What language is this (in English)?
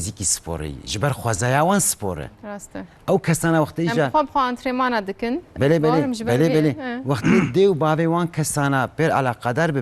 Kurdish